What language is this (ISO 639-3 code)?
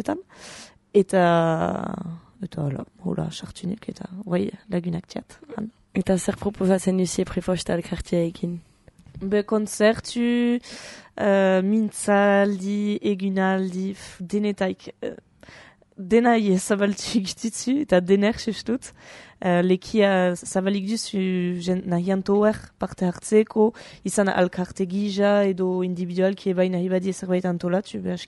eus